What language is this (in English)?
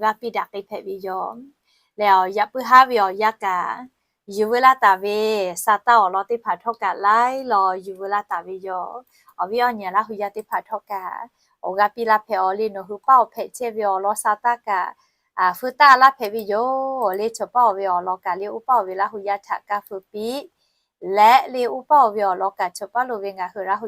Lahu